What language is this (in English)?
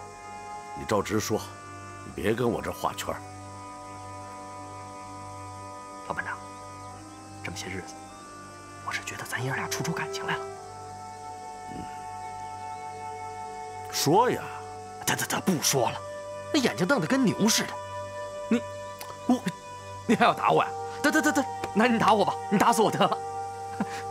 Chinese